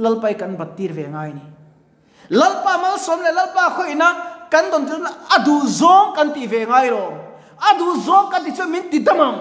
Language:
Mizo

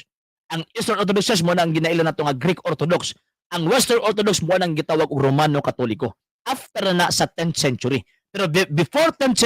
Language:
Cebuano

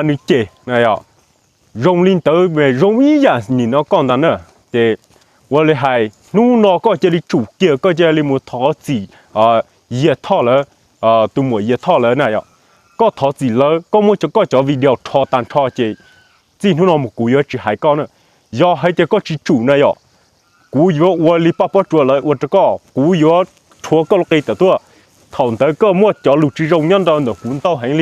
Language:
Hmong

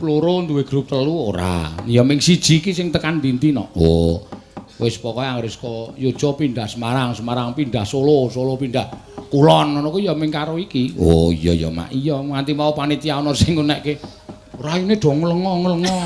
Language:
Javanese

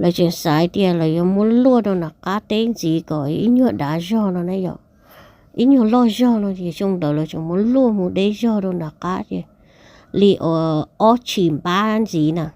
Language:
Hmong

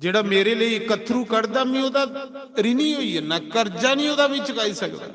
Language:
Dogri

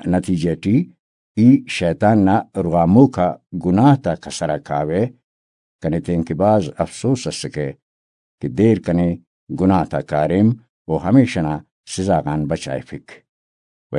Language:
Brahui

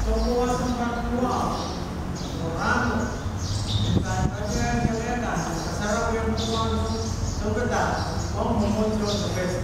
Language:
Pohnpeian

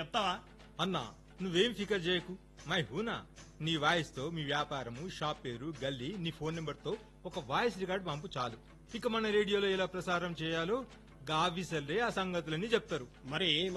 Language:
Telugu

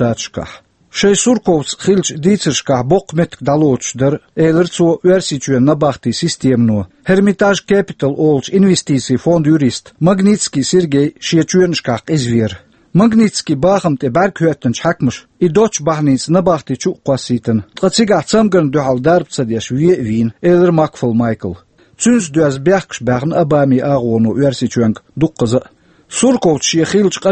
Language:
Chechen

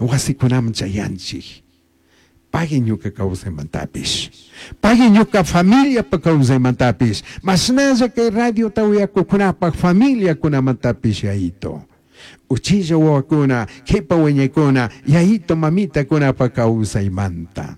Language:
Chimborazo Highland Quichua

